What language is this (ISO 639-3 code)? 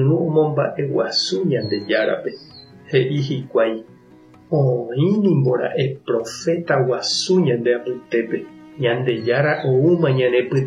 grn